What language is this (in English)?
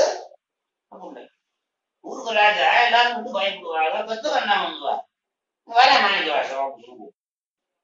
Tamil